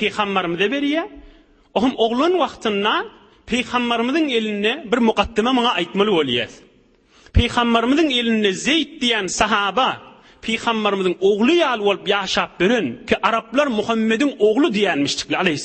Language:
Turkmen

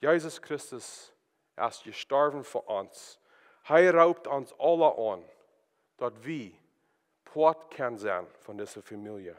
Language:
Plautdietsch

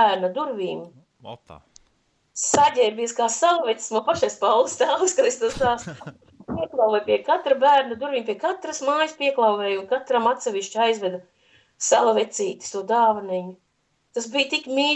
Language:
Latvian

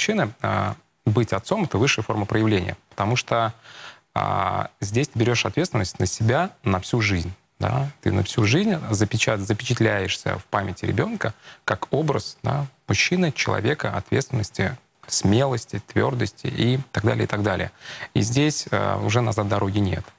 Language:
Russian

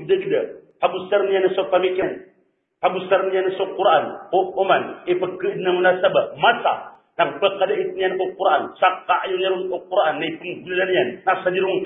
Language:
Maranao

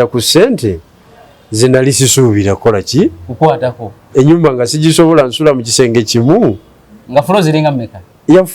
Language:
Ganda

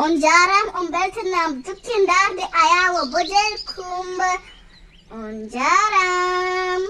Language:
Fula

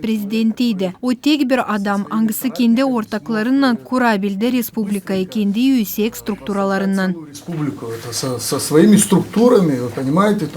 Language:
Gagauz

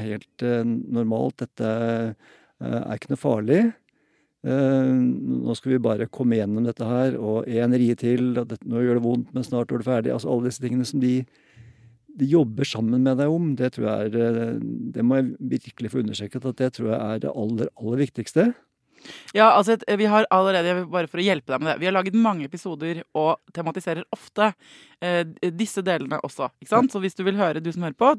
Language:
Norwegian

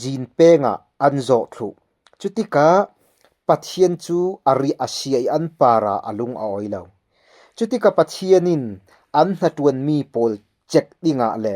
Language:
Falam Chin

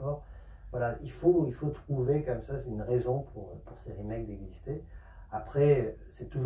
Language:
French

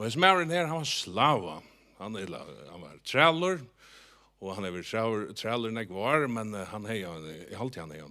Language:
Faroese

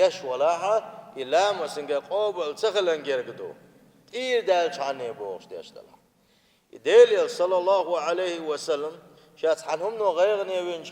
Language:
Chechen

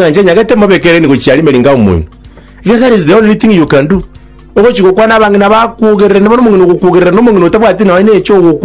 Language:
Gusii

